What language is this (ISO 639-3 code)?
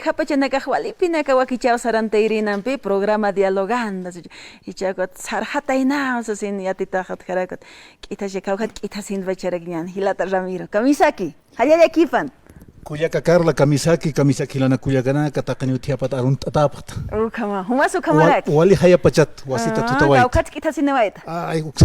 aym